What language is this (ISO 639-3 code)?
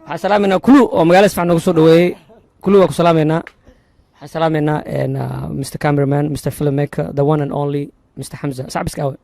som